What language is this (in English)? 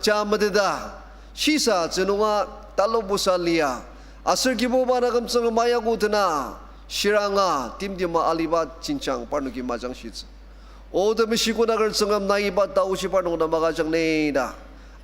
Ao Naga